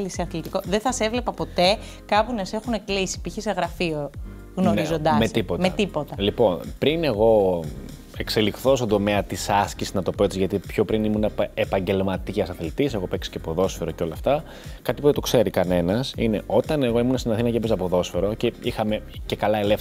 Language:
Greek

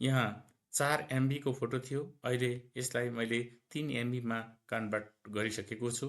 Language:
Nepali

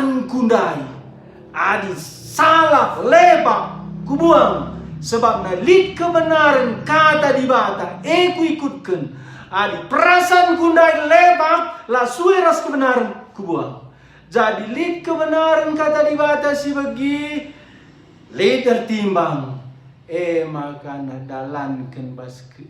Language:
Batak Karo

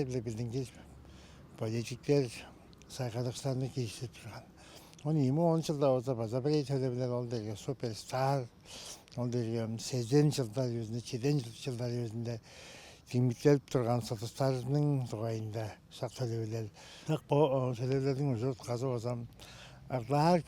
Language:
Tuvinian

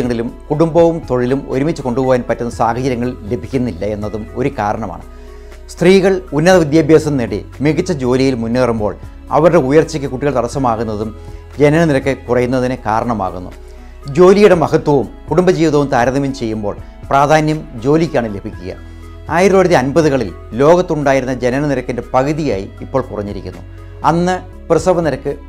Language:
Malayalam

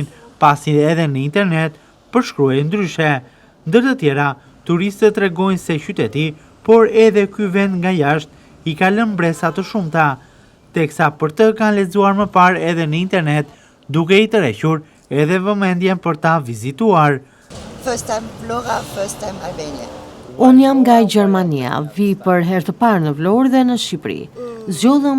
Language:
Albanian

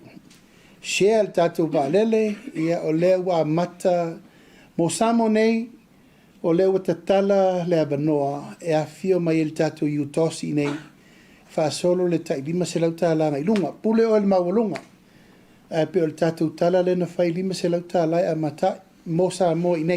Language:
Samoan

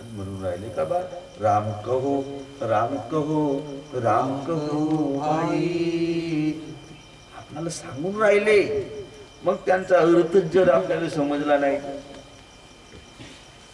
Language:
Marathi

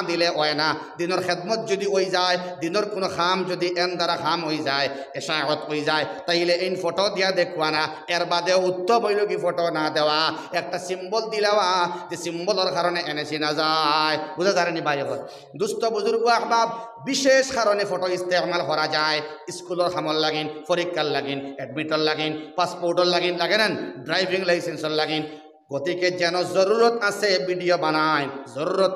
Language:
Sylheti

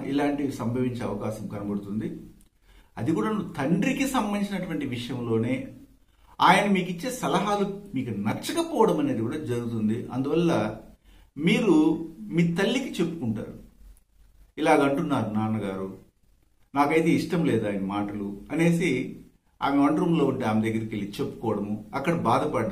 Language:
Telugu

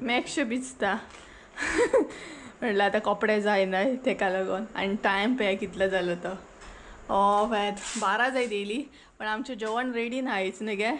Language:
Konkani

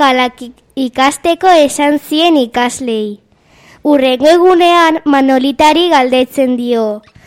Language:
Basque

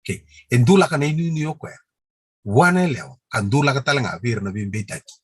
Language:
Fijian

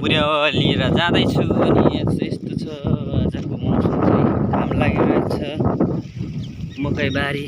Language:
Nepali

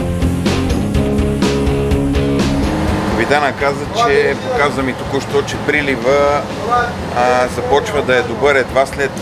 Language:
Bulgarian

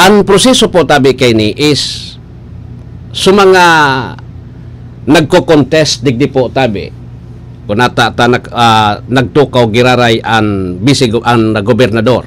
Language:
Bikol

